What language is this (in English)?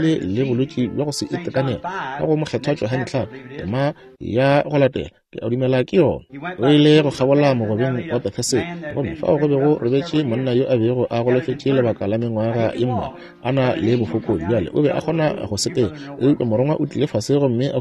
Northern Sotho